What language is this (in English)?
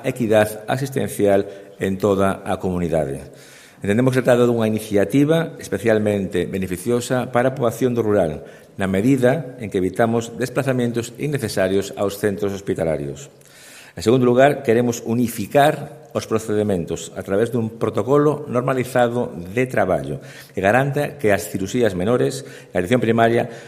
Galician